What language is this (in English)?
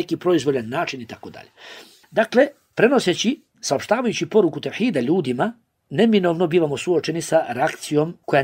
Bosnian